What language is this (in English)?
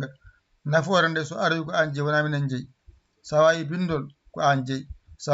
Fula